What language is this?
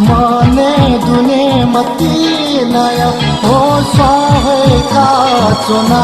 Newari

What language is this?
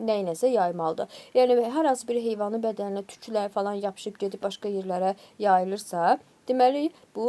Azerbaijani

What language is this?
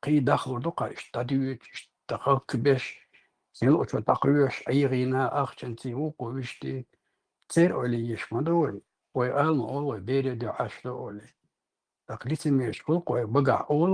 Chechen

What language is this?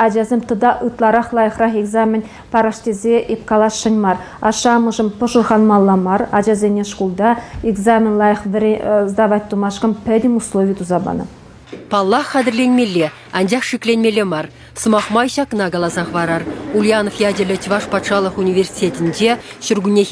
Chuvash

